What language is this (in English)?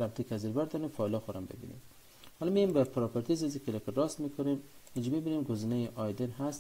Persian